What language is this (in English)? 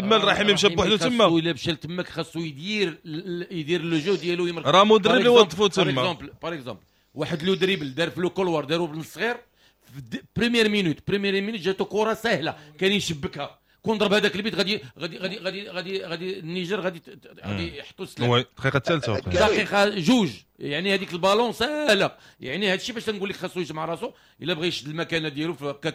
Moroccan Arabic